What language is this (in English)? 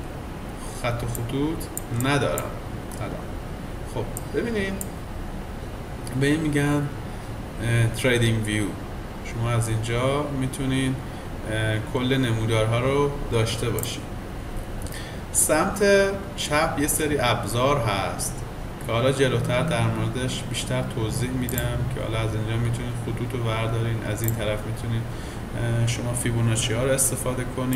Persian